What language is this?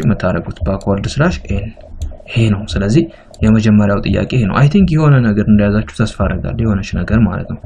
Amharic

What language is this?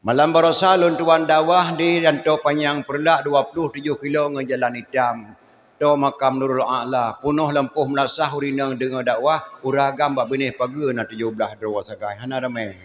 Achinese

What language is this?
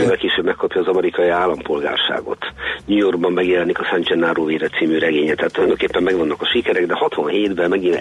Hungarian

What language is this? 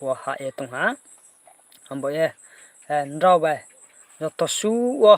Riang (India)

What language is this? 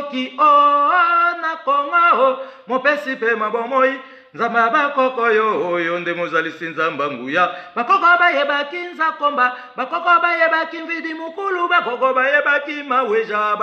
Lingala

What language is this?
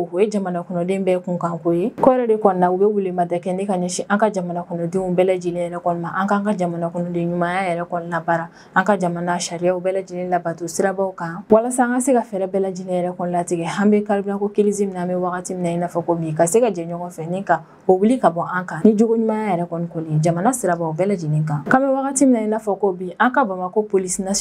Bambara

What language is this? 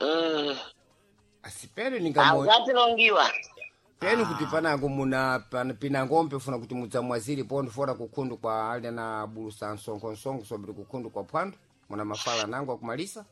Sena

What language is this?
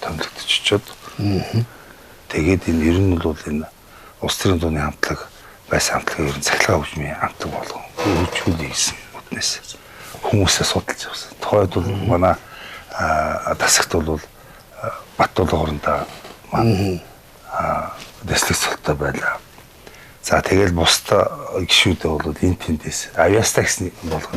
Mongolian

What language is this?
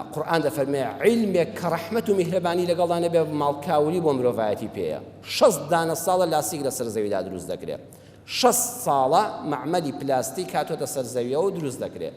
Central Kurdish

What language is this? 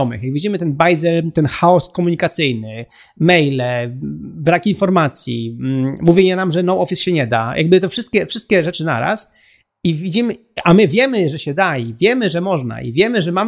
Polish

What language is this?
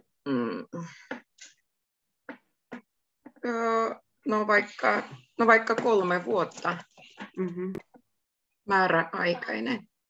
Finnish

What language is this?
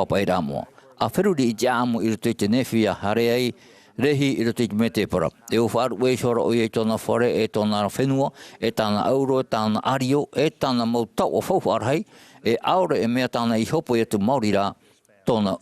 Tahitian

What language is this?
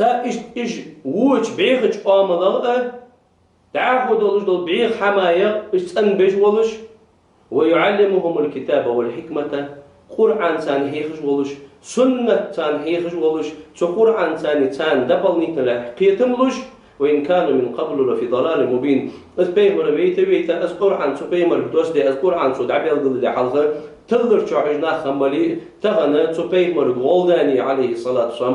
Ingush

